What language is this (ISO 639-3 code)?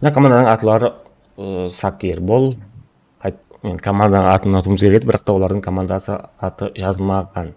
kaa